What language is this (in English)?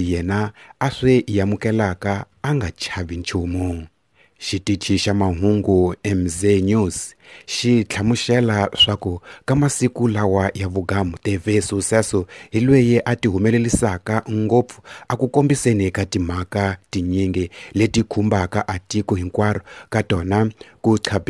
Tsonga